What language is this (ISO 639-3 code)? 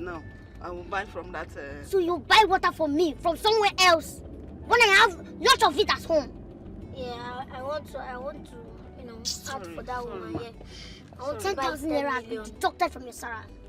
pcm